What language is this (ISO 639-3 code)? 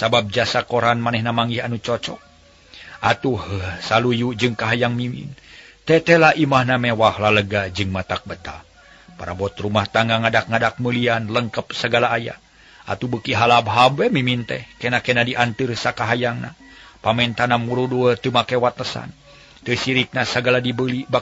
sun